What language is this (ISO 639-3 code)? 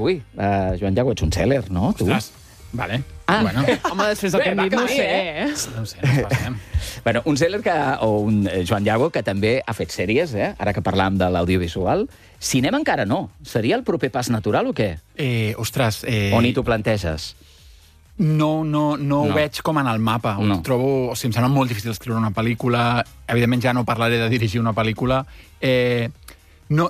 cat